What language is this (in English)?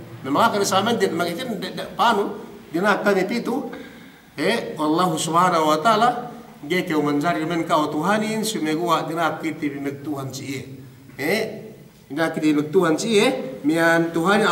Yakan